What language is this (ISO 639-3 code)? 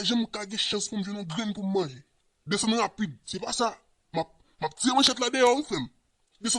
hat